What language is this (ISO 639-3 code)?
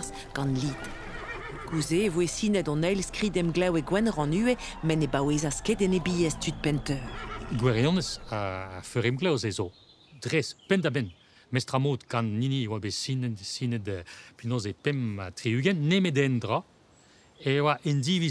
bre